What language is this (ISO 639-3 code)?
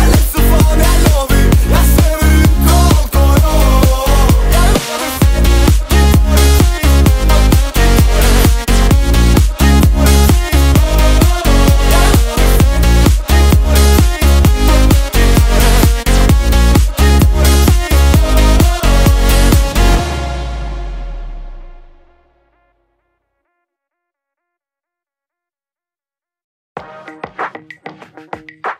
nor